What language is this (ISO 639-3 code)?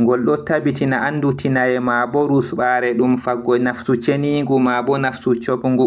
ful